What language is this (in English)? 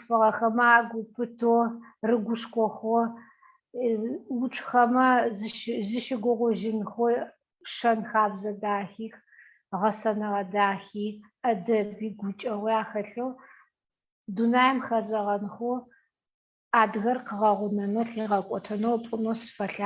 Adyghe